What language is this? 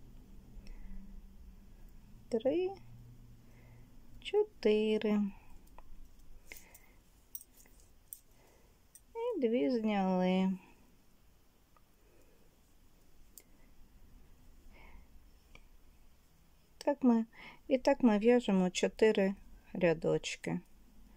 Ukrainian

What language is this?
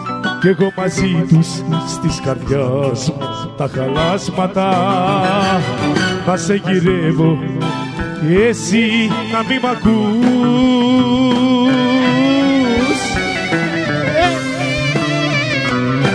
Greek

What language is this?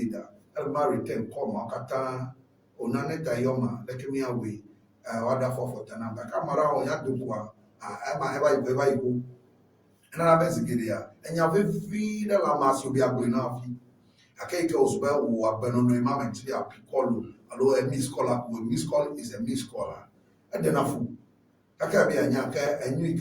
Ewe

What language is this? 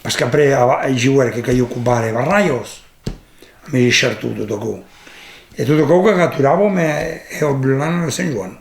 Occitan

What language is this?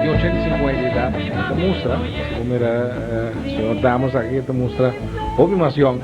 Papiamento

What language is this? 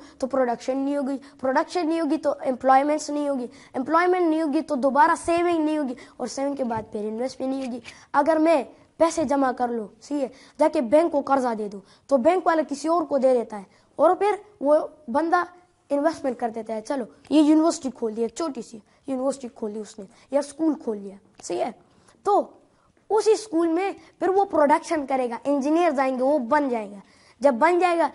Urdu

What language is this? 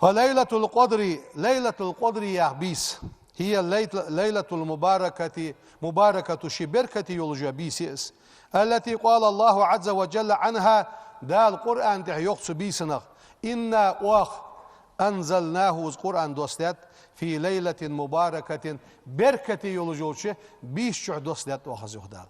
Ingush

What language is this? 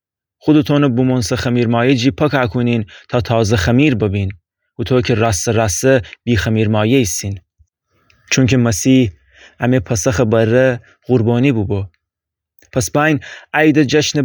Gilaki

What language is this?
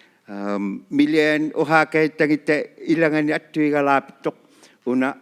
Inuktitut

